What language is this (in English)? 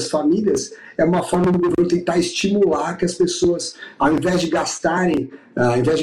Portuguese